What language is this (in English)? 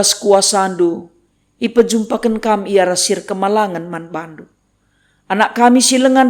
Batak Karo